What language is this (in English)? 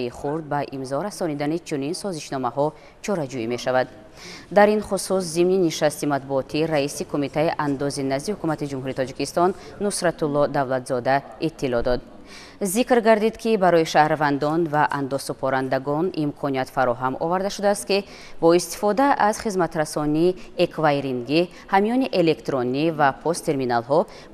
Tajik